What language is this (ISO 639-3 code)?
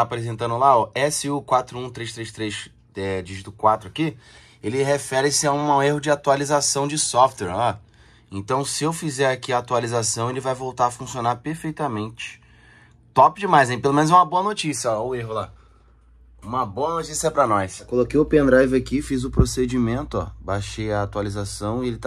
por